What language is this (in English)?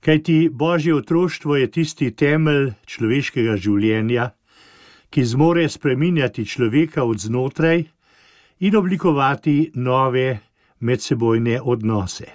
Slovenian